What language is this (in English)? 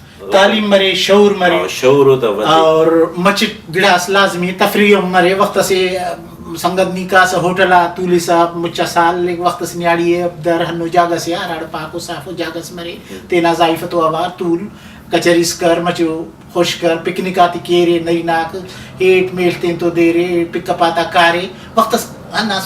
Brahui